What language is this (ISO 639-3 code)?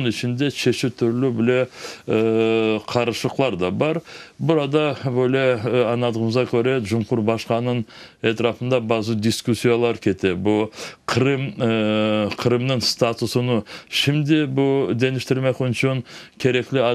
crh